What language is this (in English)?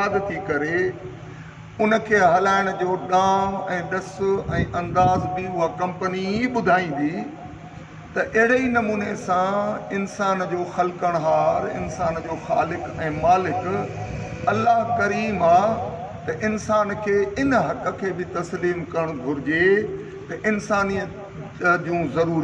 Sindhi